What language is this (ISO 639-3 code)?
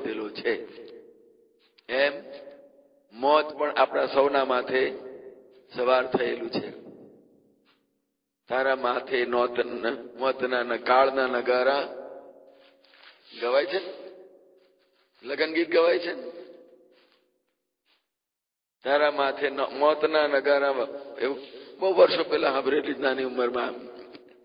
guj